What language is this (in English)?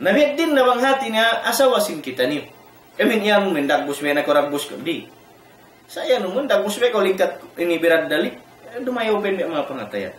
Tausug